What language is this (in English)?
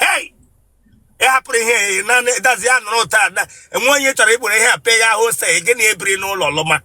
Igbo